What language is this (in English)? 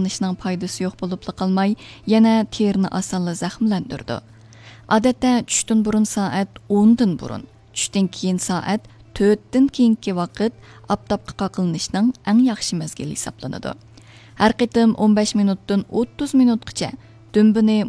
Uyghur